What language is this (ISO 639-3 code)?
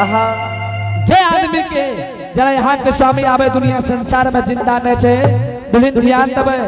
anp